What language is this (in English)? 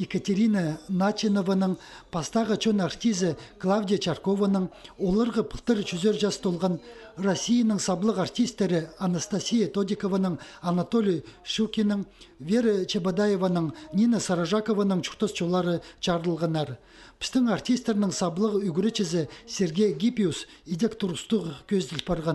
Khakas